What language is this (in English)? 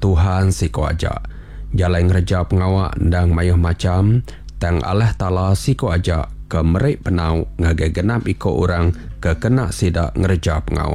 Iban